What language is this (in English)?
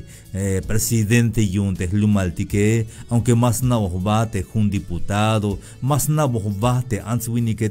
Tzeltal